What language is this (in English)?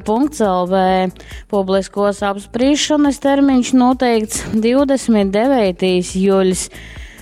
Latgalian